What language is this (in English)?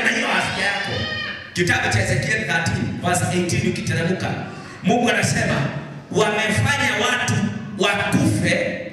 Swahili